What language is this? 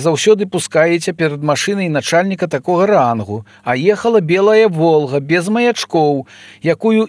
Belarusian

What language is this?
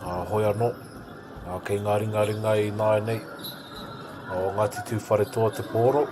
Māori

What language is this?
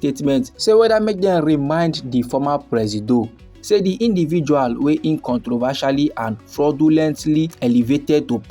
Nigerian Pidgin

